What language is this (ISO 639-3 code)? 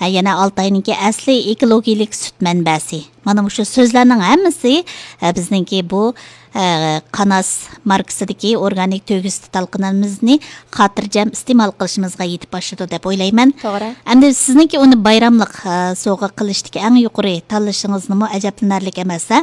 uig